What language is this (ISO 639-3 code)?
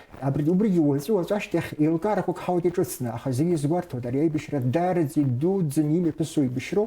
abk